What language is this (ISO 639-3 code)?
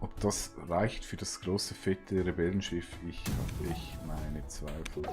gsw